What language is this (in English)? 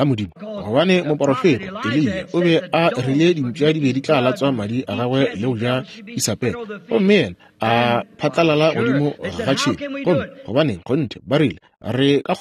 Northern Sotho